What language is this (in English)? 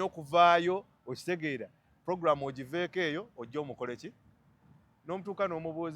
Ganda